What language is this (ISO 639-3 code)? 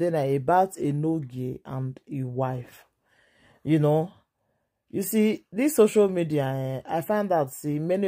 pcm